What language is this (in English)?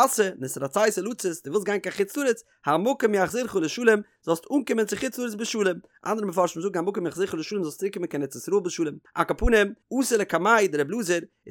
Yiddish